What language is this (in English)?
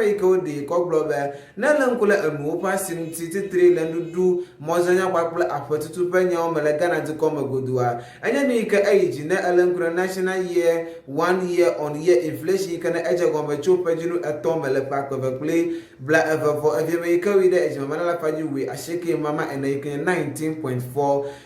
Ewe